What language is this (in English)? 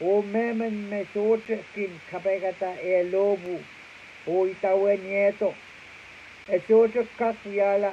Pohnpeian